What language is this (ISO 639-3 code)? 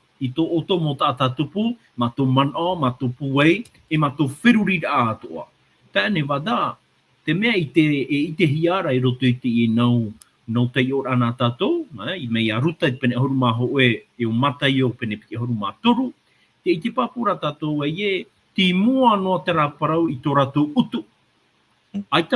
tah